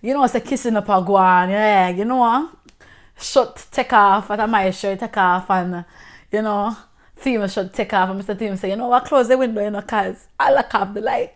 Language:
Jamaican Creole English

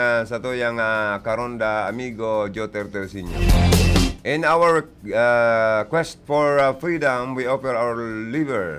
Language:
Bikol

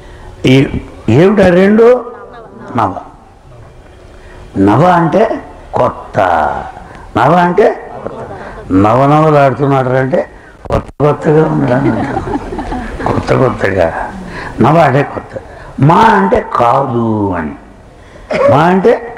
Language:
Telugu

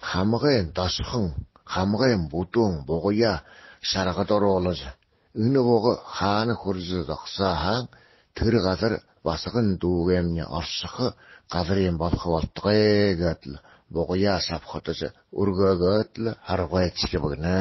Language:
Buriat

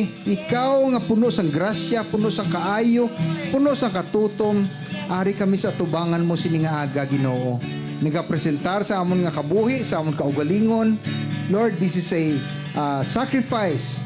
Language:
Hiligaynon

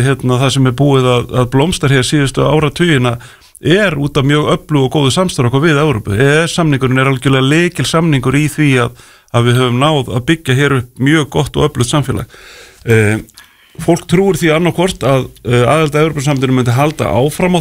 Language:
Icelandic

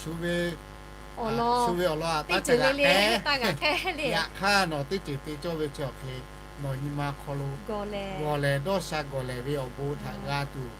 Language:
Lahu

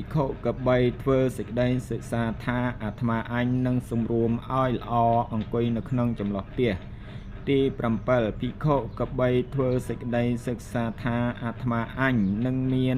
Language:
Khmer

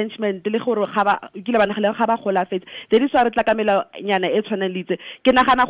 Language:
Tswana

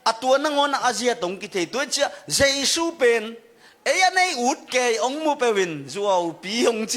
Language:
Tedim Chin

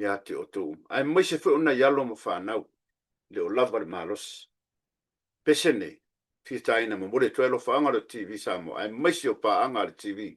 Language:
Samoan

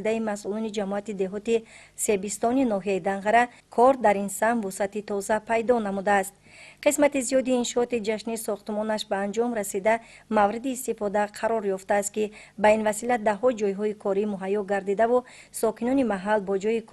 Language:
Tajik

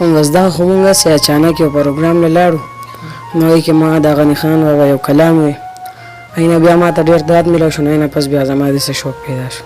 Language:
Pashto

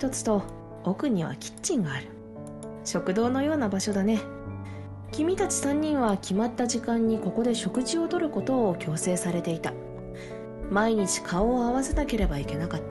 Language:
Japanese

